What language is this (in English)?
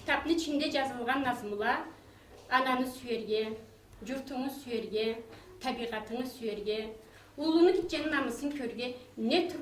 Karachay-Balkar